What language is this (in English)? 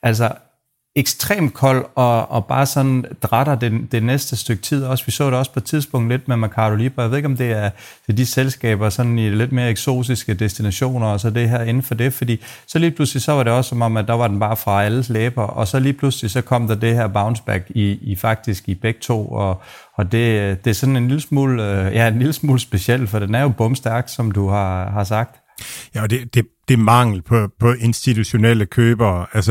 Danish